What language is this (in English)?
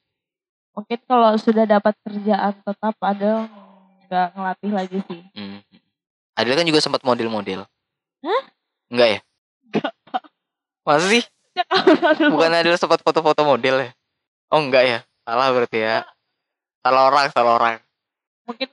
Indonesian